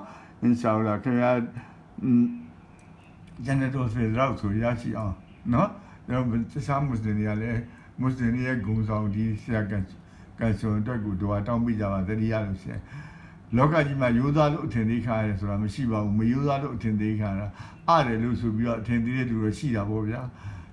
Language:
Burmese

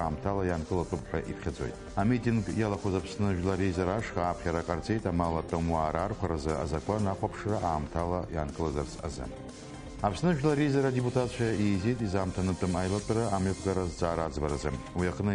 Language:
Abkhazian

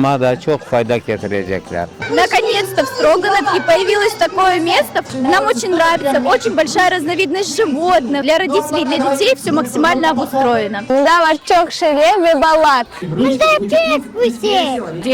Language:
Crimean Tatar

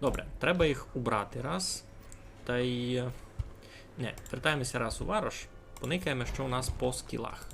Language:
Rusyn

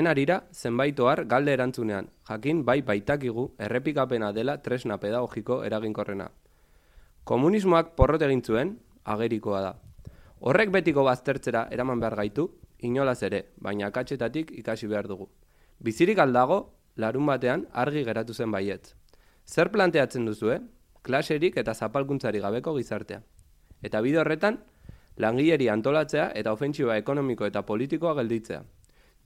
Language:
Basque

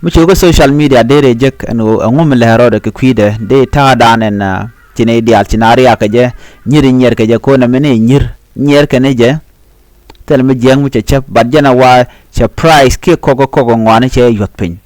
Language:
Nuer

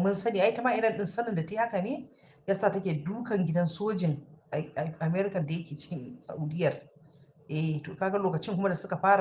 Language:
Hausa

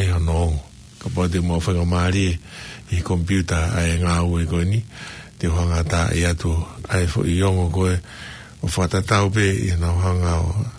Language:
Tongan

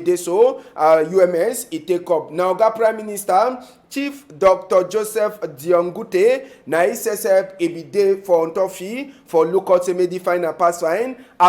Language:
Cameroon Pidgin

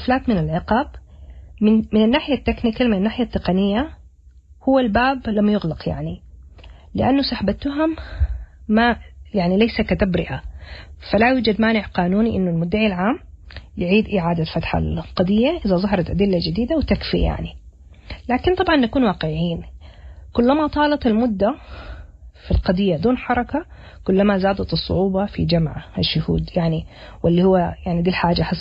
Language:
Sudanese Arabic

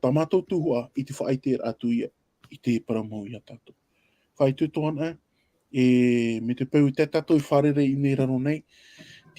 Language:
Tahitian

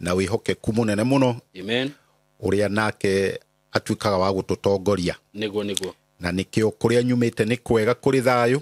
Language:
Kikuyu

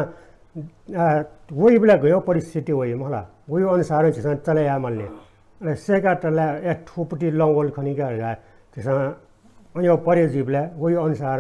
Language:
Newari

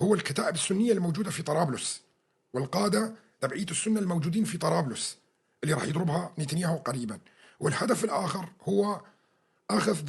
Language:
North Levantine Arabic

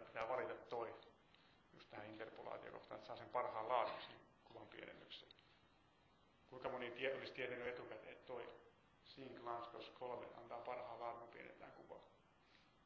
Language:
Finnish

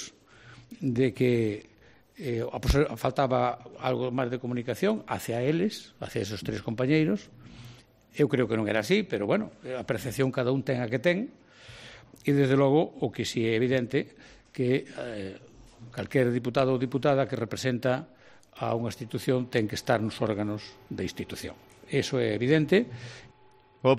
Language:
Galician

